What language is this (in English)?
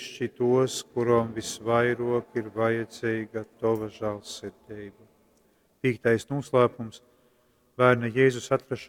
Latgalian